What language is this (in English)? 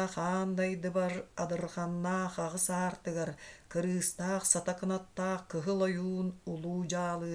Yakut